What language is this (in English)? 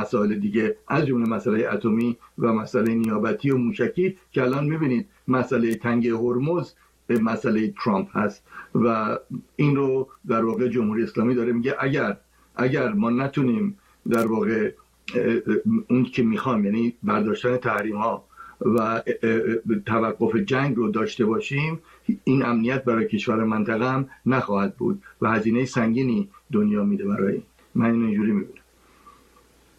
Persian